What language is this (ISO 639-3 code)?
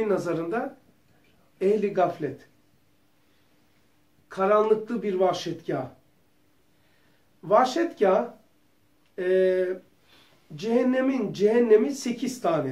tur